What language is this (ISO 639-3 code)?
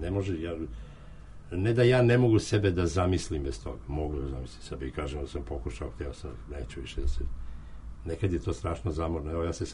srp